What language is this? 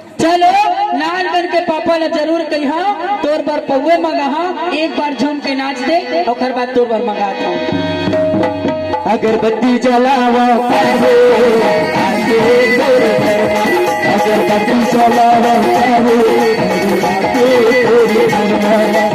Chhattisgarhi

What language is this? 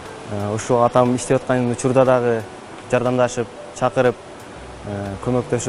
Kyrgyz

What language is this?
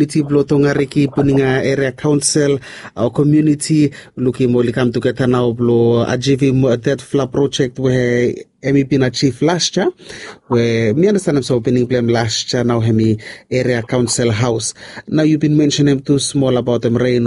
Bislama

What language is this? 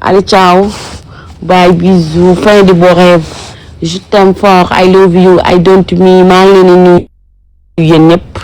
Wolof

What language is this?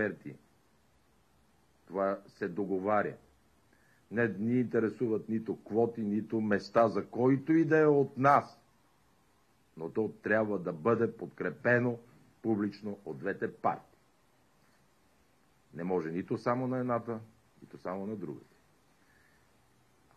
Bulgarian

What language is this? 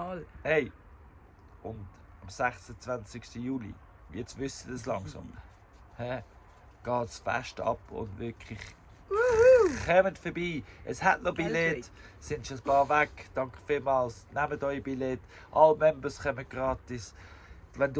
Swiss German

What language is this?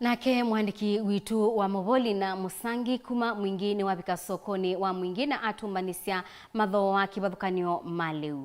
Kamba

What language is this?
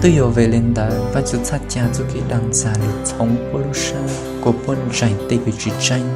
Hmong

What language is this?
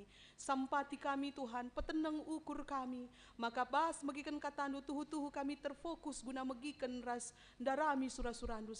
Batak Karo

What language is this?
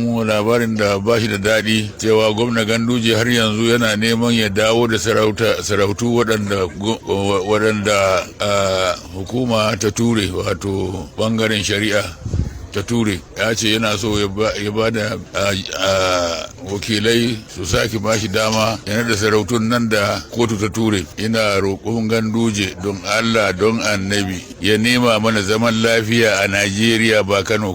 Hausa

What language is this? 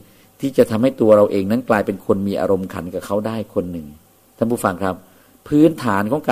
Thai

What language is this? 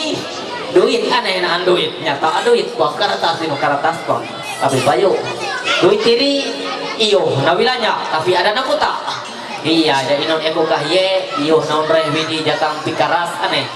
Ma'anyan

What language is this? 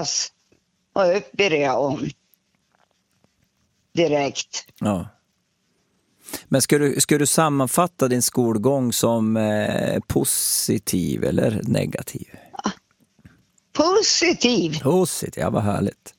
Swedish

